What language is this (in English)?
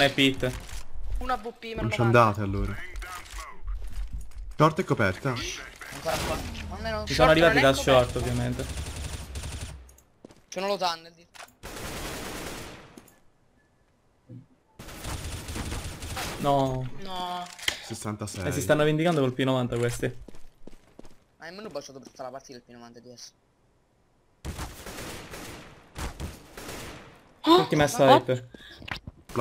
Italian